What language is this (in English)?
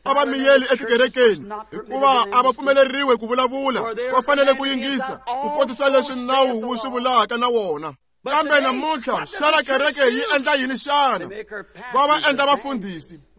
Tsonga